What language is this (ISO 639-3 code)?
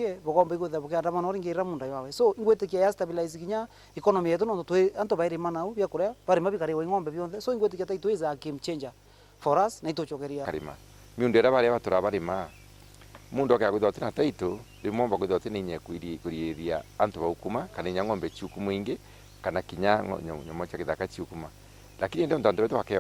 mer